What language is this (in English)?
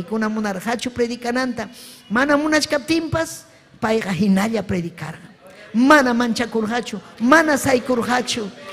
Ayacucho Quechua